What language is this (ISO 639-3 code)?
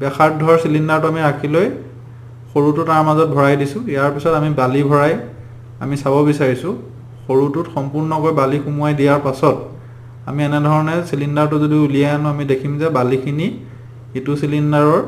asm